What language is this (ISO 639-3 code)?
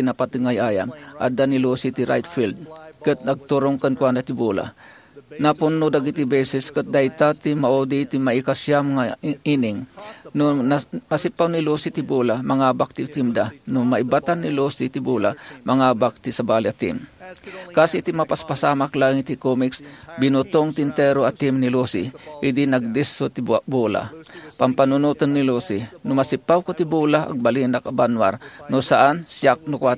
ilo